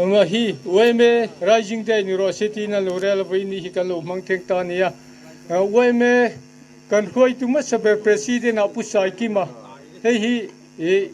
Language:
Mizo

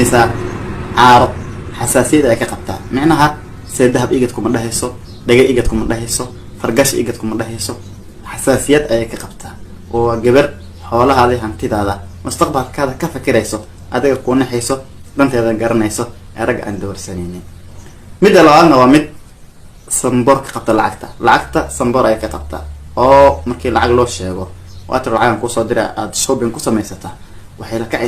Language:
Somali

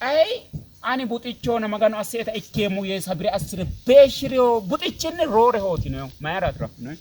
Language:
Sidamo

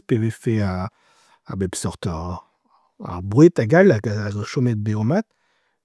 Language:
Breton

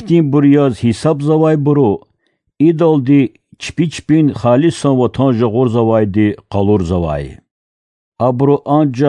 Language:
Lezghian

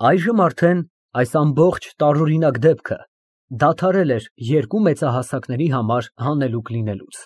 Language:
Armenian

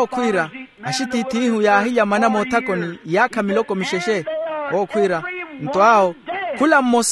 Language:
Makhuwa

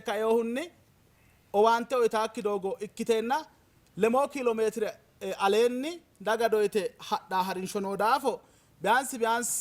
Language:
Sidamo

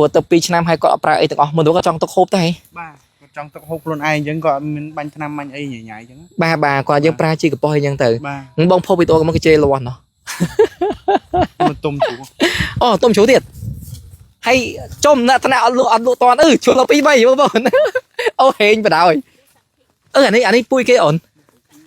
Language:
Khmer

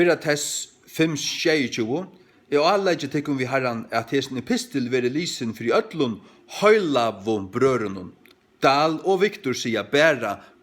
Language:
Faroese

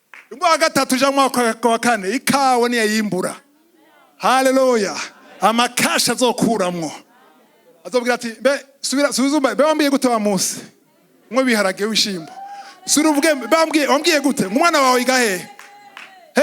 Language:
Rundi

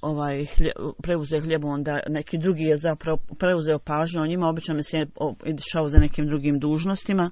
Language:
Bosnian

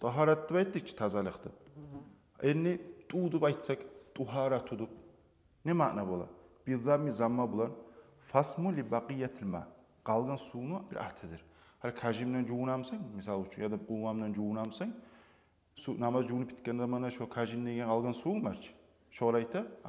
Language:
Kumyk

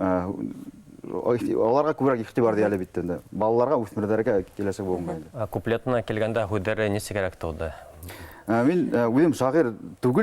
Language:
Bashkir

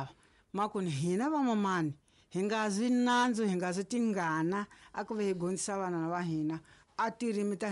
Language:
Tsonga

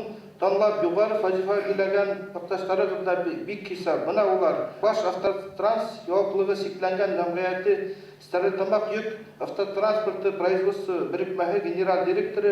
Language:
Bashkir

